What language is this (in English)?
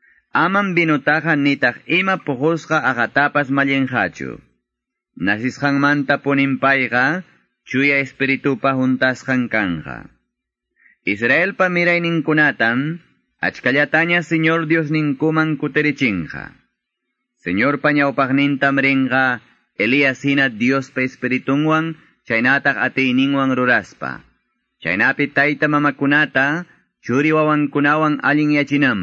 Quechua